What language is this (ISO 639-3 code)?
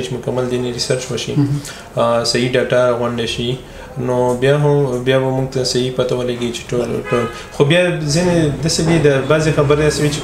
pus